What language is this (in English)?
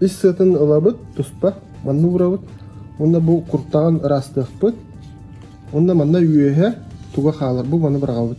Yakut